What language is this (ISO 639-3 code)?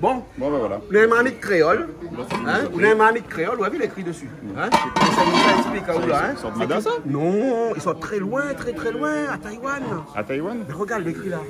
rcf